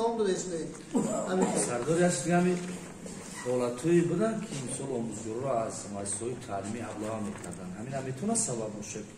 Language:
Tajik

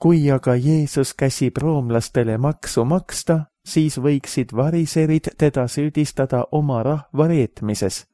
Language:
Estonian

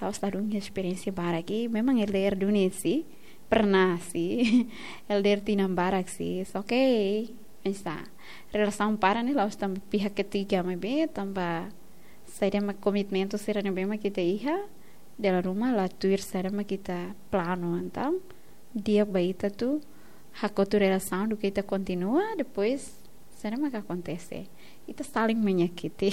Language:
Tetum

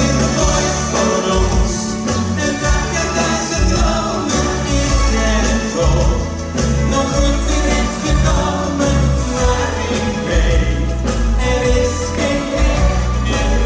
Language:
Dutch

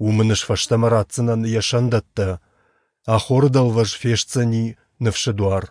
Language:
Ossetic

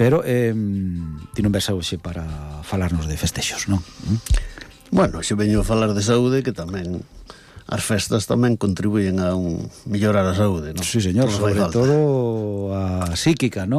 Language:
Galician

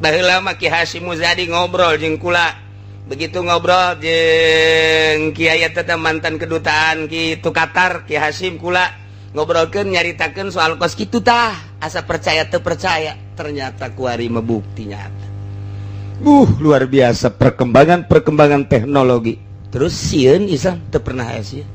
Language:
Sundanese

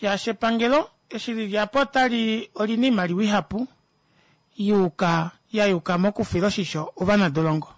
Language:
Kuanyama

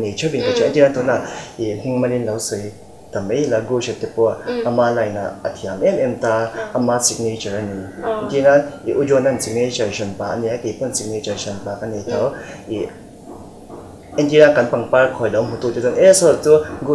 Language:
Mizo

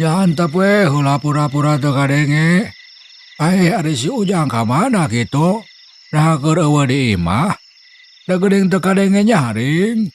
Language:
Sundanese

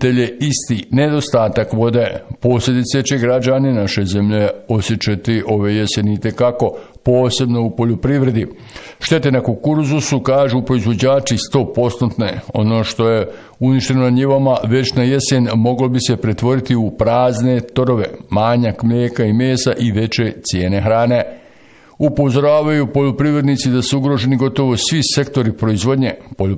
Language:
Bosnian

